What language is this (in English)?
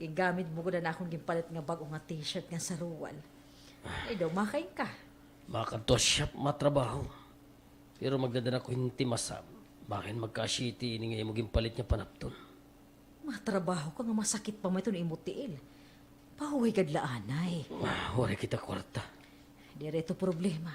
Waray